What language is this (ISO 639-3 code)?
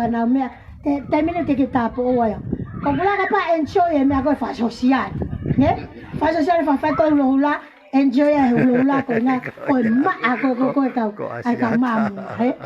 ton